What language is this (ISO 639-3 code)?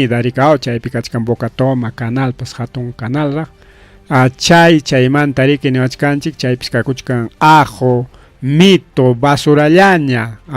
quy